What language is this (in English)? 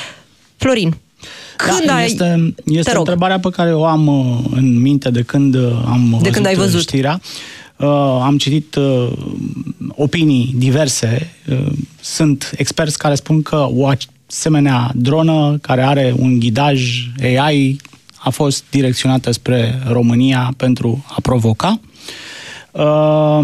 Romanian